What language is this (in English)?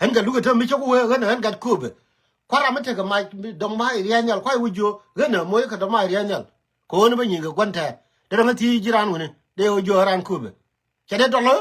Nuer